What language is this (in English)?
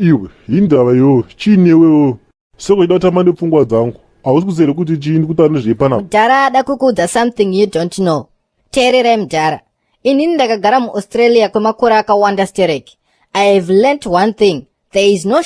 Shona